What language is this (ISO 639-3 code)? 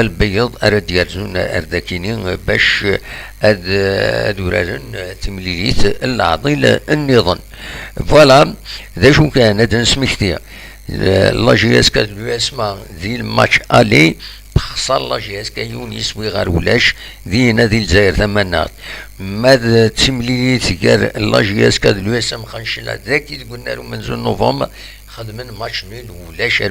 kab